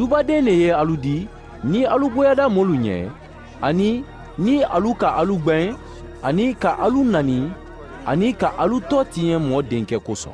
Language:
Mandingo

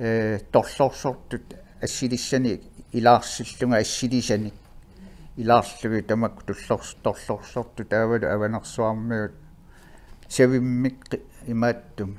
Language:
Kalaallisut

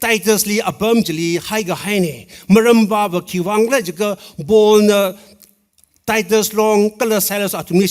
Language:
Tangkhul Naga (India)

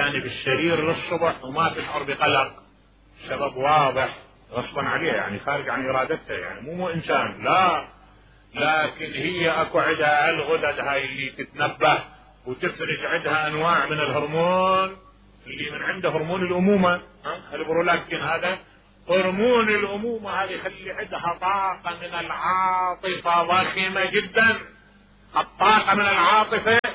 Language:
Mesopotamian Arabic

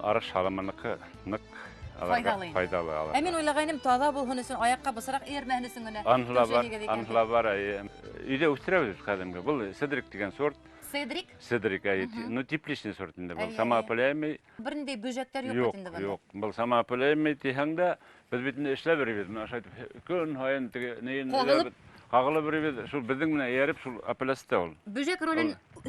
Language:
Bashkir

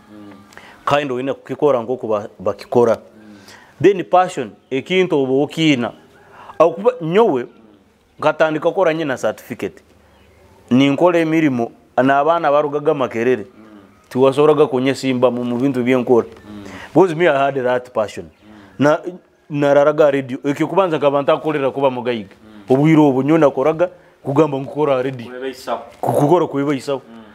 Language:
Nyoro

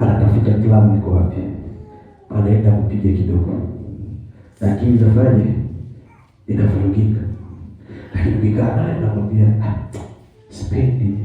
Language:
Swahili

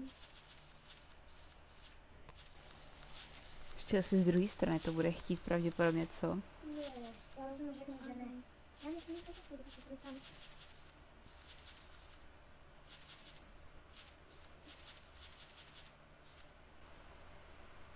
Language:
Czech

